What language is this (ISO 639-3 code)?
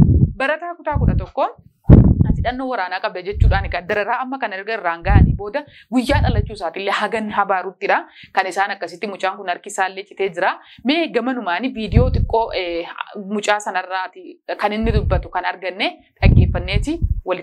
orm